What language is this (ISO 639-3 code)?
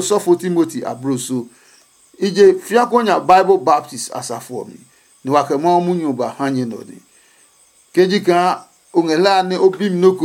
ada